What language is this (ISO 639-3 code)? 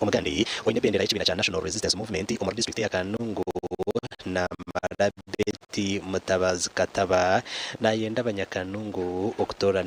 nyn